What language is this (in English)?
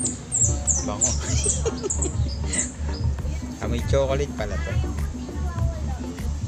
Filipino